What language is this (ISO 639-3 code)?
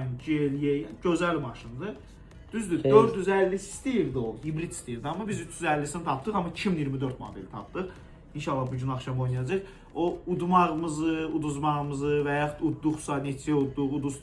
aze